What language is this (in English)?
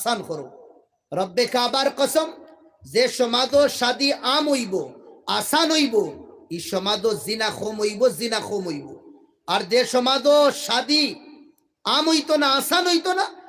Sylheti